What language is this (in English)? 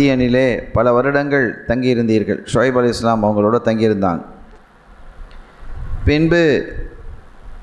Tamil